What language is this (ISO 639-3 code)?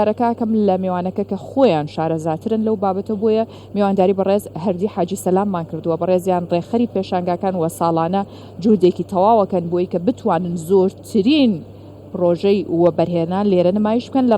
ckb